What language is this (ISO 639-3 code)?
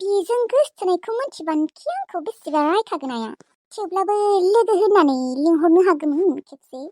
brx